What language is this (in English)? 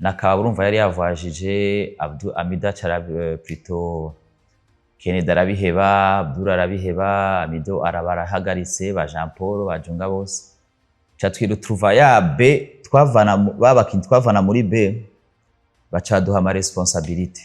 Rundi